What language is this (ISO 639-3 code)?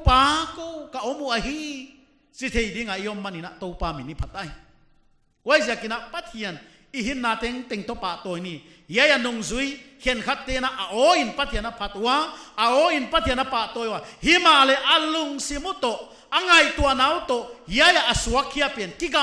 pck